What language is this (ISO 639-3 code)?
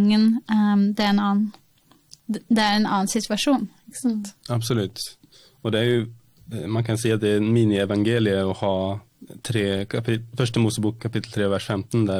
nor